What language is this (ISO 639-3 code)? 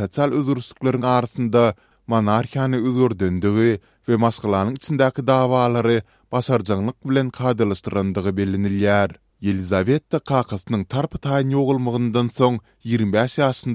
tuk